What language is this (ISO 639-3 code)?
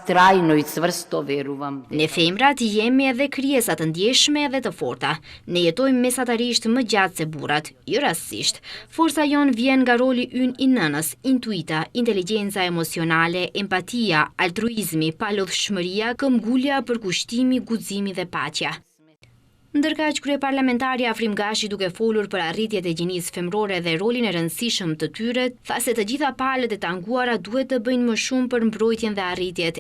sqi